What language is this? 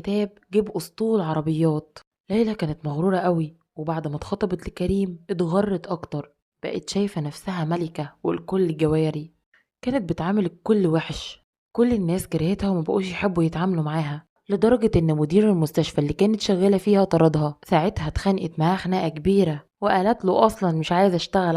Egyptian Arabic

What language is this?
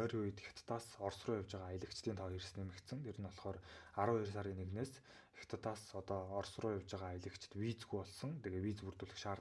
Mongolian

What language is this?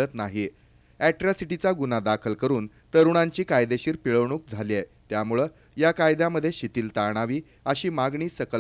Marathi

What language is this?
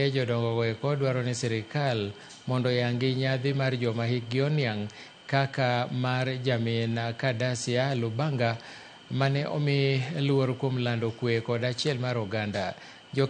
Luo (Kenya and Tanzania)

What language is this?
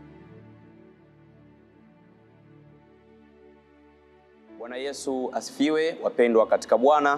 Swahili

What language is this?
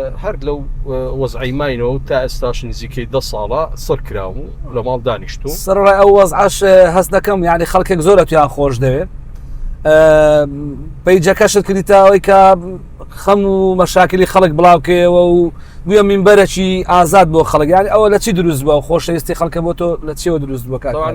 Central Kurdish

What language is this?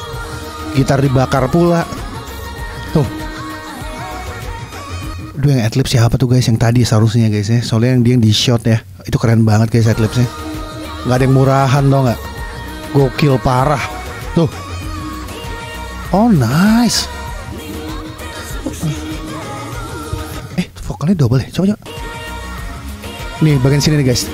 Indonesian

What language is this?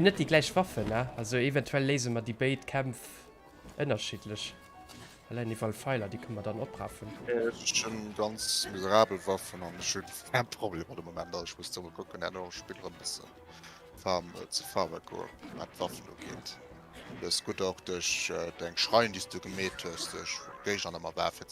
Luxembourgish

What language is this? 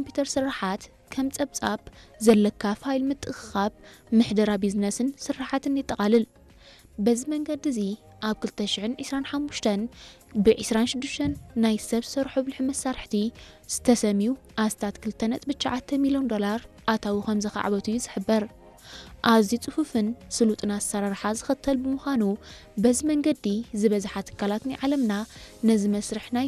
Tigrinya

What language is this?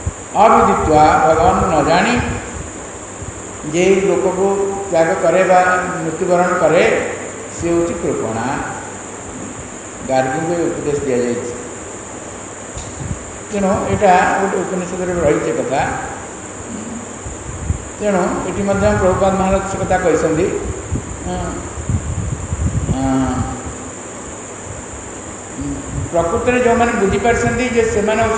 Odia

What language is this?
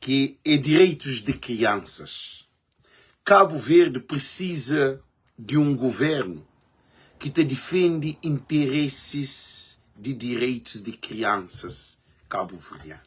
Kabuverdianu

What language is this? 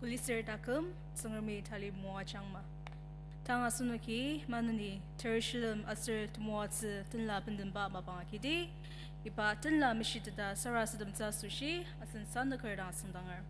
Ao Naga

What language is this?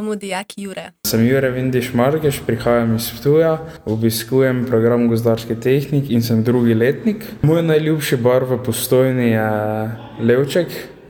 Slovenian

